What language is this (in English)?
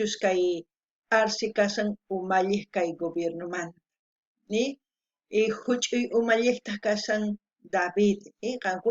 South Bolivian Quechua